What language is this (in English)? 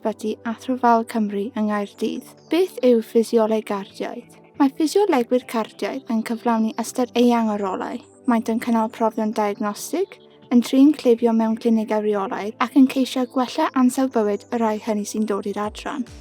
Welsh